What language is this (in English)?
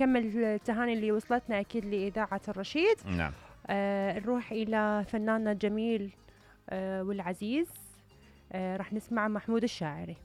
Mesopotamian Arabic